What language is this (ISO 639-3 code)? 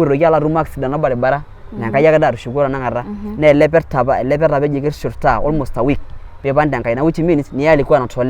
mas